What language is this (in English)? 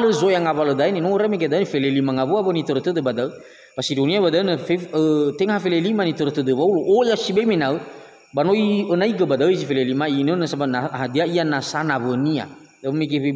Nias